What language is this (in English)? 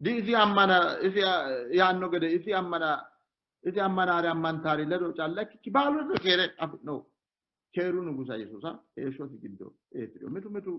Sidamo